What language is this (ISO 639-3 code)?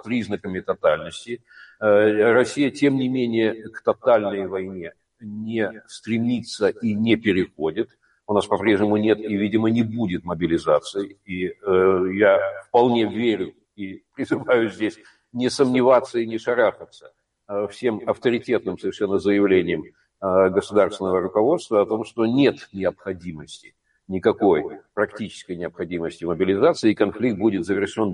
rus